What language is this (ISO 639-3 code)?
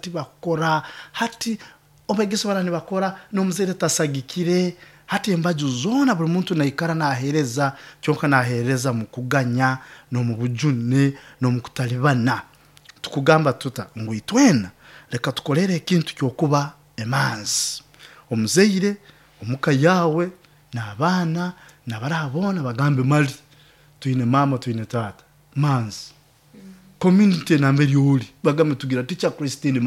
nyo